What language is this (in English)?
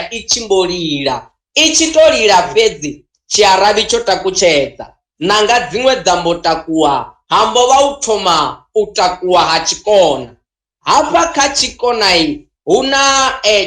Venda